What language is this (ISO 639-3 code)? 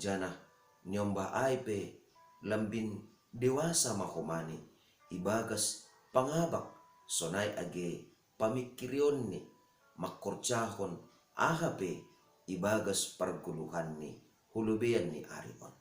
bts